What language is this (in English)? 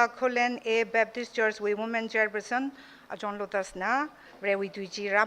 Tangkhul Naga (India)